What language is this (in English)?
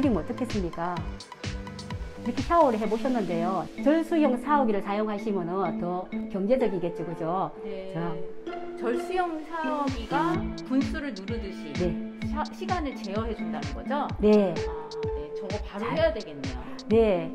Korean